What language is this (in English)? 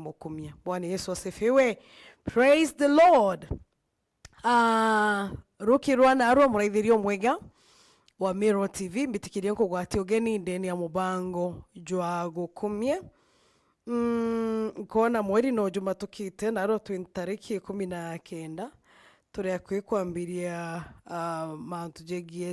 Meru